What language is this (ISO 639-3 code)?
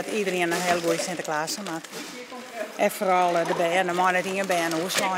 fry